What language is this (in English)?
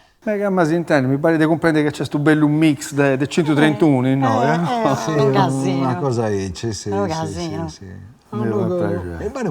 Sardinian